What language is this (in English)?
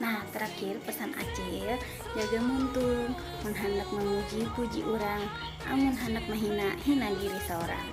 Banjar